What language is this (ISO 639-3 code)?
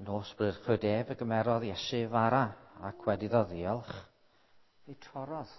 cym